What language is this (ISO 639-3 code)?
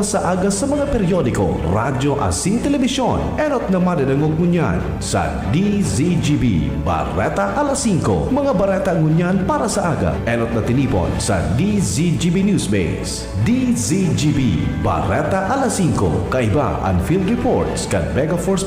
bik